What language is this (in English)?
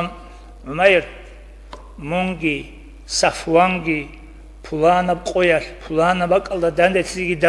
Avaric